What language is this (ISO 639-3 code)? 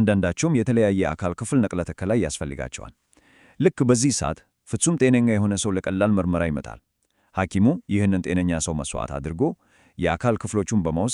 amh